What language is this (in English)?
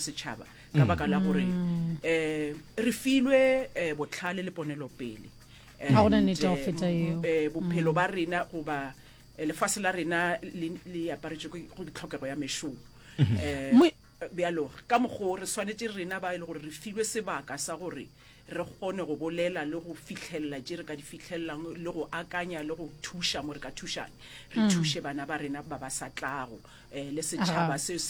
Northern Sotho